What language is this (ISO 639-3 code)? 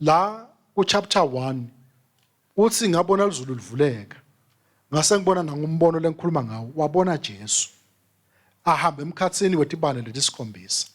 ssw